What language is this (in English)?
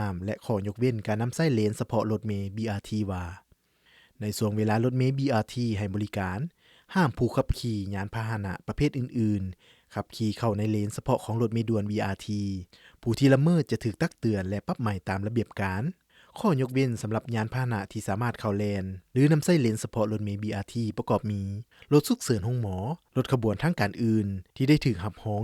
Lao